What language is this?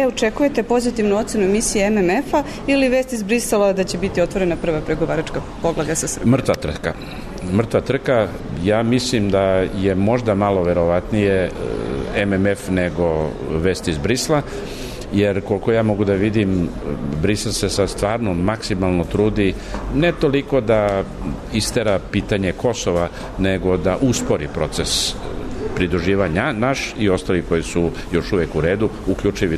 Serbian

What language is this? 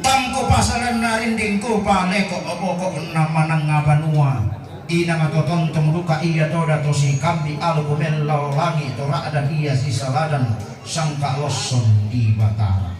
Toraja-Sa'dan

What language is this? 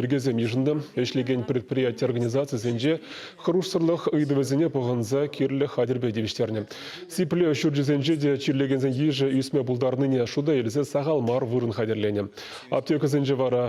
Chuvash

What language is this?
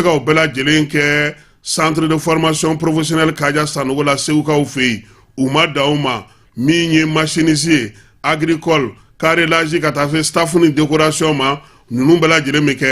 Bambara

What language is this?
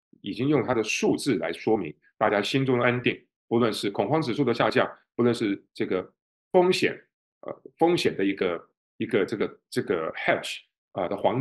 Chinese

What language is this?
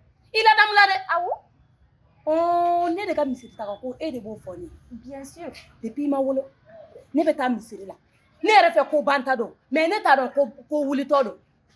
Bambara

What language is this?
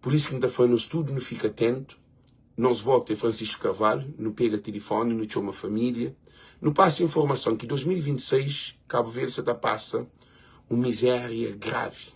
Kabuverdianu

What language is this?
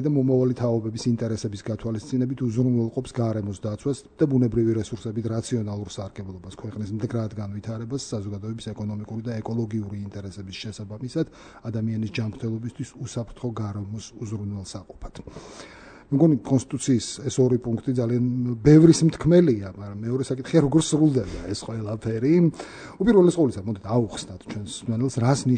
Georgian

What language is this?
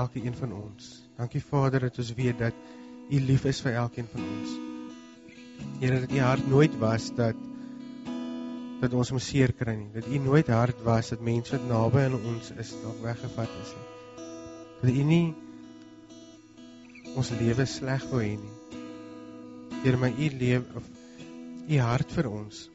Afrikaans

